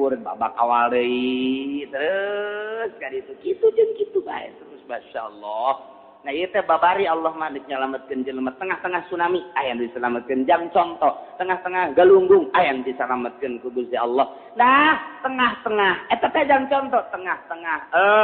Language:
Sundanese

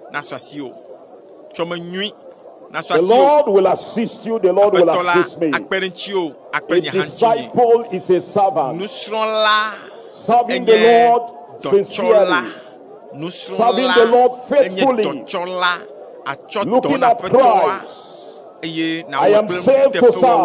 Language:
Ewe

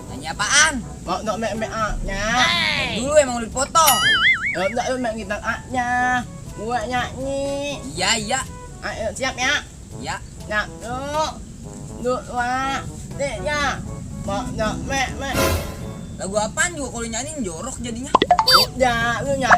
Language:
Betawi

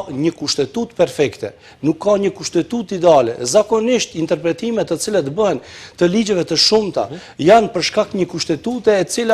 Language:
Albanian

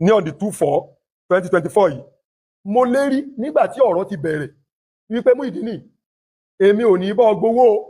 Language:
Yoruba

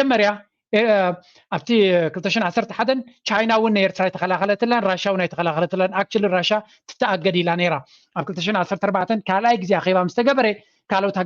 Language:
Tigrinya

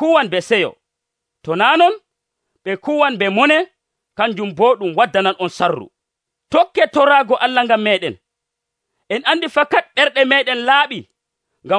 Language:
Nigerian Fulfulde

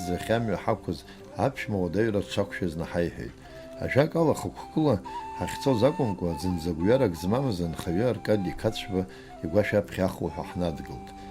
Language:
Abkhazian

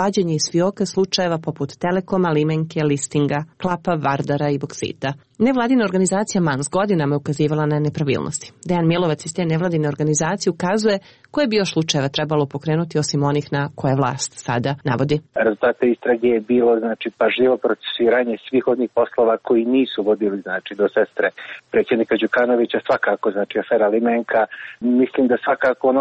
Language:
Serbian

